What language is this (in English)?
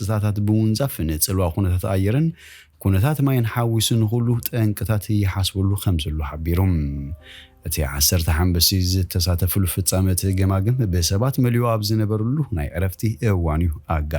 Tigrinya